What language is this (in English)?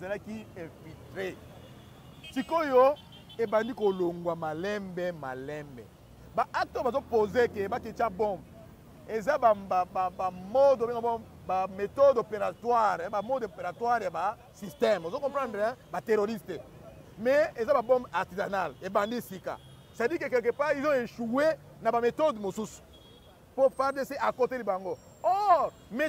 Lingala